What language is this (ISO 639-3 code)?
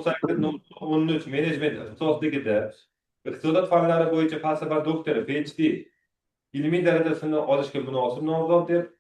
uzb